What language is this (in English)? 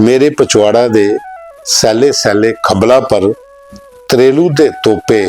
Dogri